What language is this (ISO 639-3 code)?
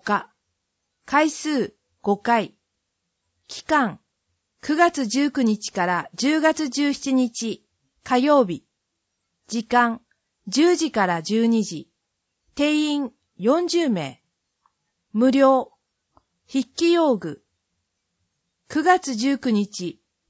jpn